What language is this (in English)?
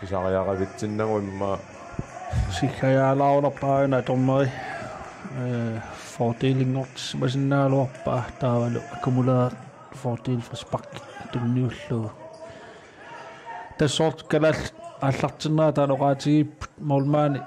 Kalaallisut